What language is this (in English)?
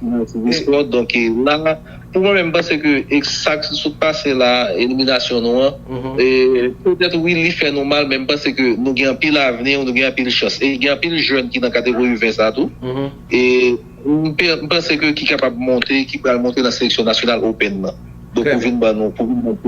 Haitian Creole